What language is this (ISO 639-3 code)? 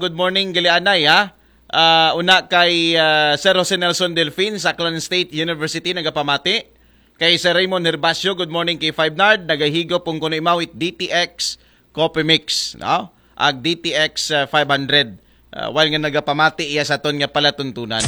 akl